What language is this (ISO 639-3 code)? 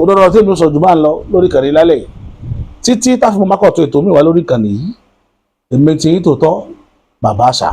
yor